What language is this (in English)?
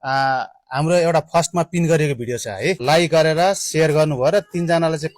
Nepali